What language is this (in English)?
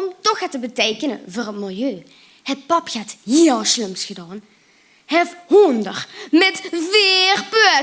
Limburgish